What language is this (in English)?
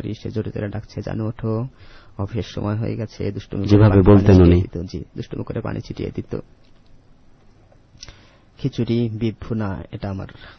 Bangla